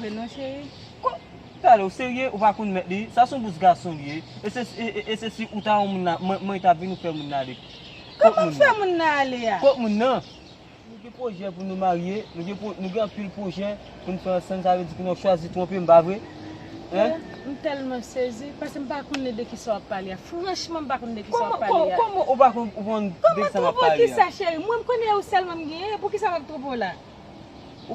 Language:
Haitian Creole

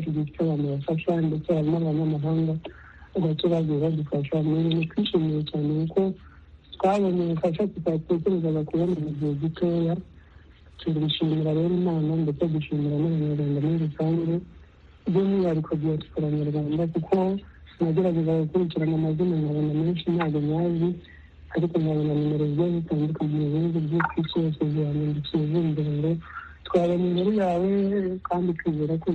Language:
Kinyarwanda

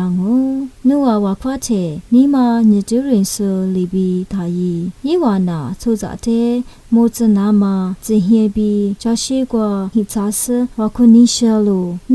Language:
Lisu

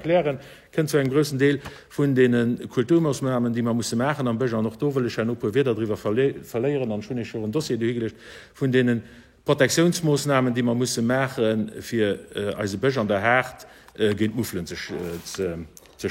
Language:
Luxembourgish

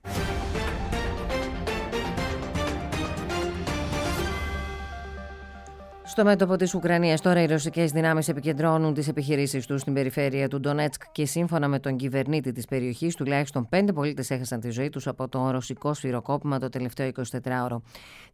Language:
Greek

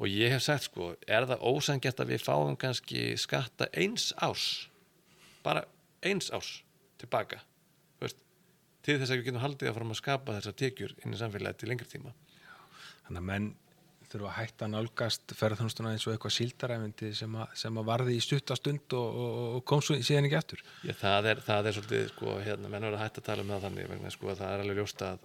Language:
Icelandic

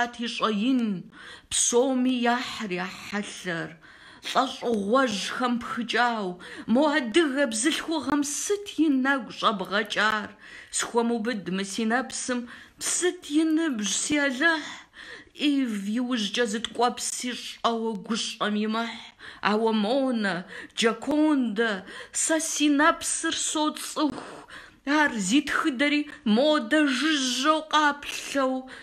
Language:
Kabardian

